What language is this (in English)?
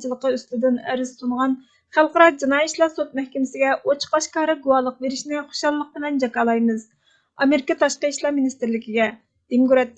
Uyghur